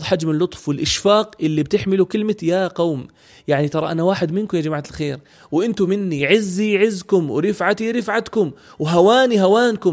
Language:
North Levantine Arabic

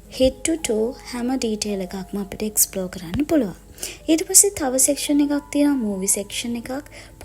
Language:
Sinhala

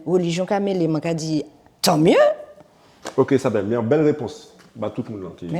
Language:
Guadeloupean Creole French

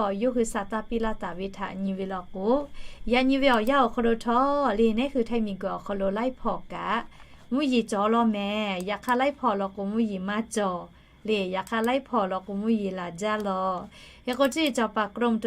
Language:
Lahu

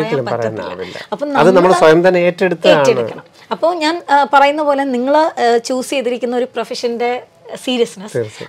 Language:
Malayalam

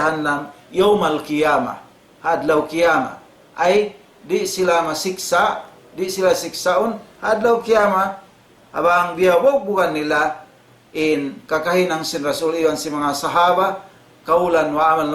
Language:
Tausug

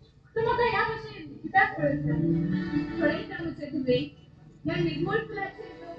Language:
Konkani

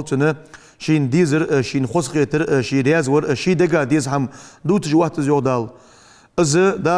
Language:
Ingush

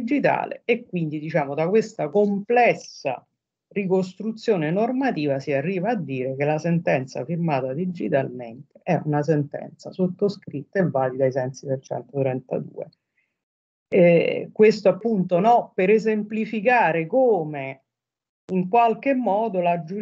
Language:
Italian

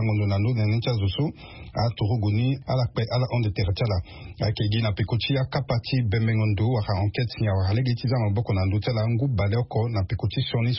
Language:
Sango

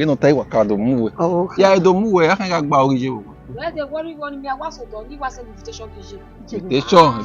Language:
Bini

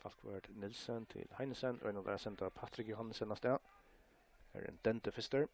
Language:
Faroese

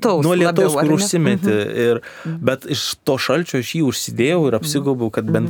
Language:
Lithuanian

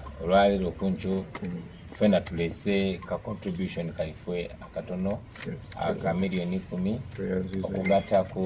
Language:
Ganda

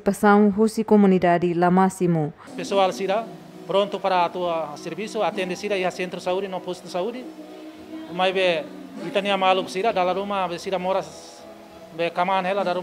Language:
Tetum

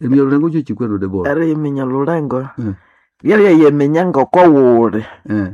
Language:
Nande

